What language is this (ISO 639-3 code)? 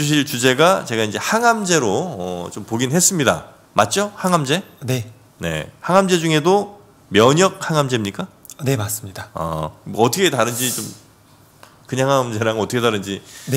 kor